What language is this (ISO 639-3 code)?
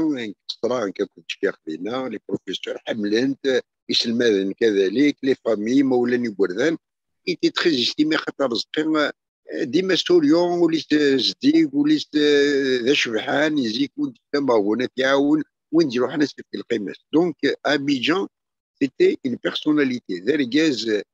kab